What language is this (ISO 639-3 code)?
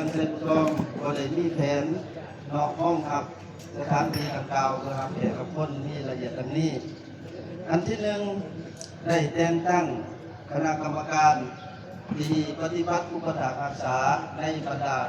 lao